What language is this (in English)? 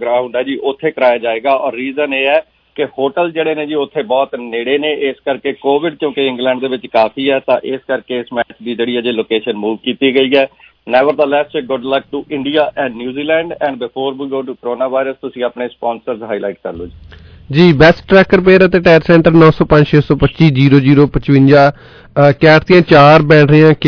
Punjabi